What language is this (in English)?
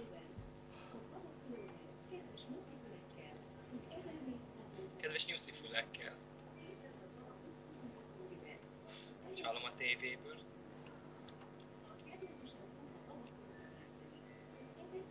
Hungarian